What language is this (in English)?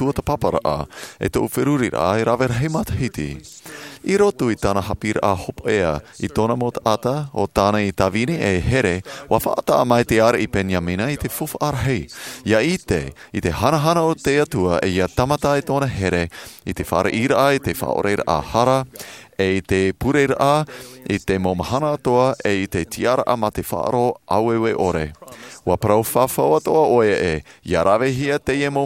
Tahitian